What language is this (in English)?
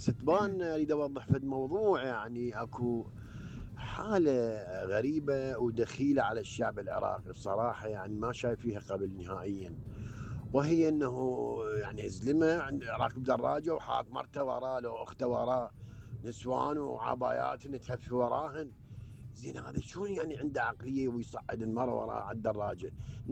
Mesopotamian Arabic